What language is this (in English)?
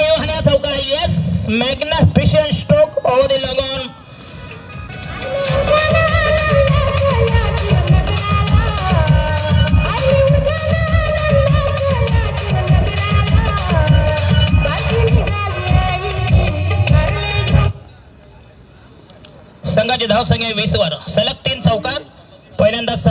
Marathi